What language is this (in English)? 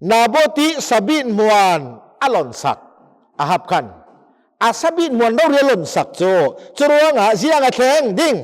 Hakha Chin